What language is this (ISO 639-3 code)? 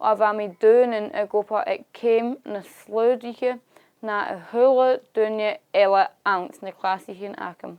gla